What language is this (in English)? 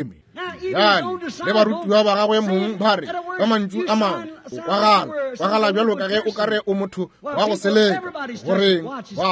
Northern Sotho